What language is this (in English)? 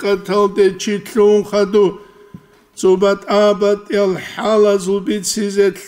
Avaric